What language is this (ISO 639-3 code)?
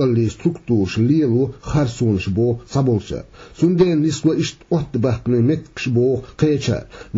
che